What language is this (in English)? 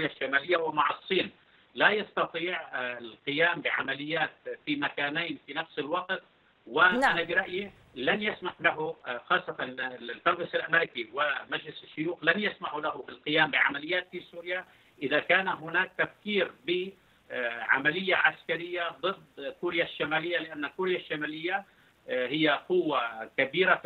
Arabic